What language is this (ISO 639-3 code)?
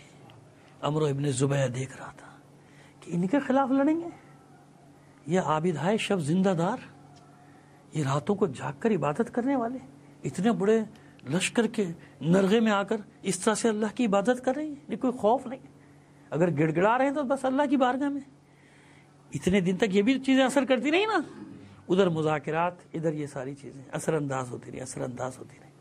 urd